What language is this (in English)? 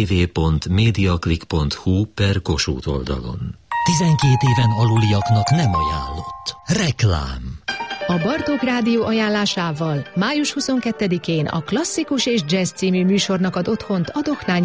Hungarian